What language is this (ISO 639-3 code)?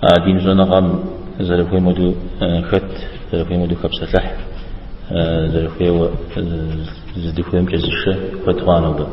kbd